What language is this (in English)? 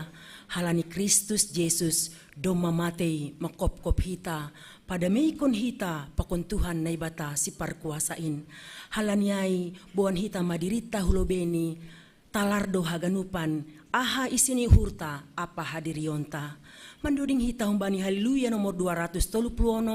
Batak Simalungun